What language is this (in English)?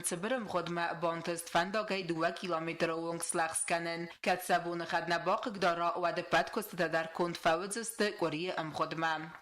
Ossetic